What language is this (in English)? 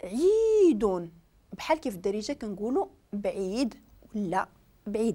Moroccan Arabic